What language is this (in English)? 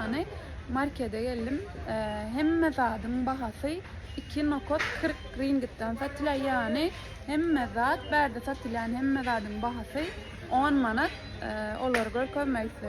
Turkmen